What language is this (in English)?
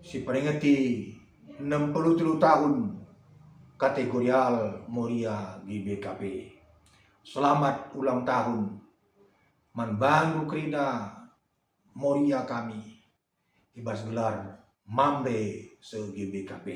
Batak Karo